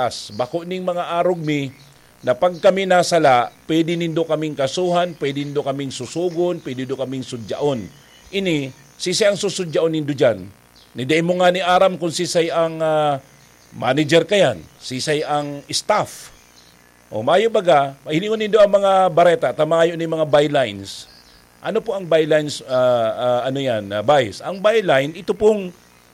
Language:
Bikol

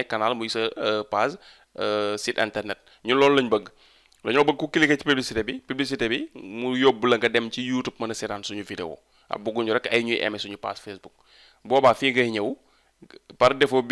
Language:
Wolof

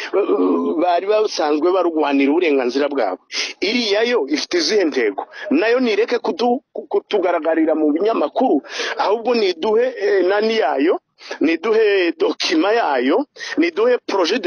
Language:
Kinyarwanda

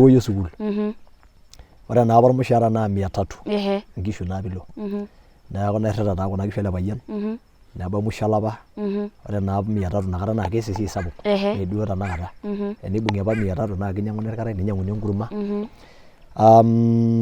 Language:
Masai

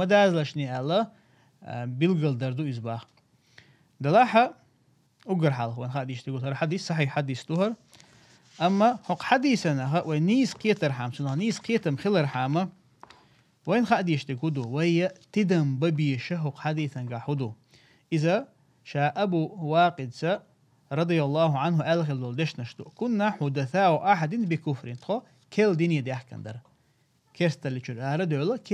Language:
Chechen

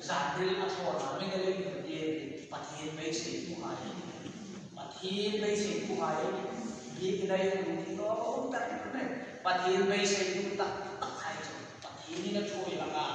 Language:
Hmar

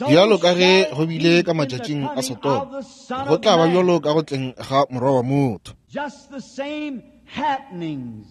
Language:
Northern Sotho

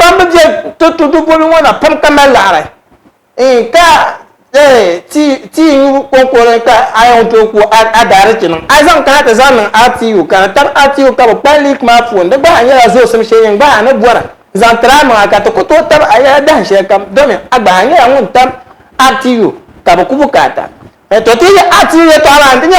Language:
Dagbani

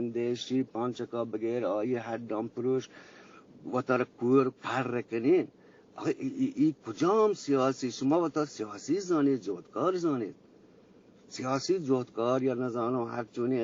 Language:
Eastern Balochi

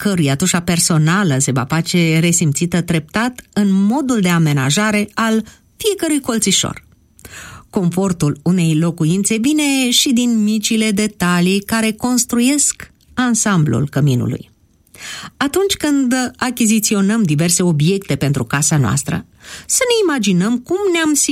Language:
Romanian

